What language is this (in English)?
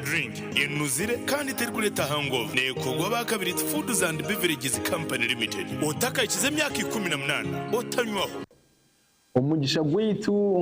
Nyankole